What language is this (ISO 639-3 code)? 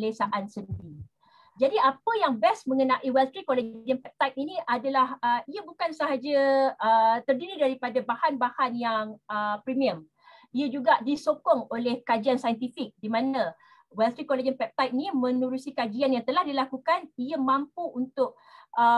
msa